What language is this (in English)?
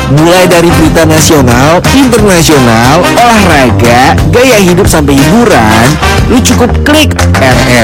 Indonesian